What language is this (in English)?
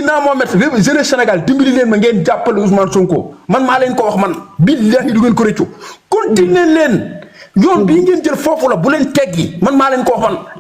Wolof